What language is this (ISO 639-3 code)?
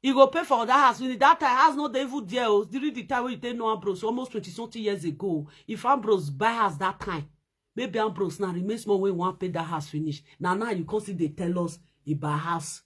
pcm